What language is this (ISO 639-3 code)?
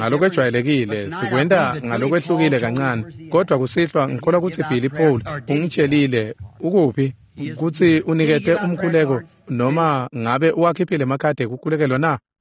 ssw